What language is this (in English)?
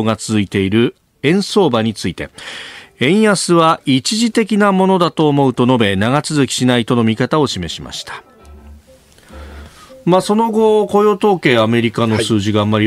Japanese